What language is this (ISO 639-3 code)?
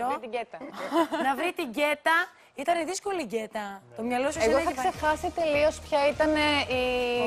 ell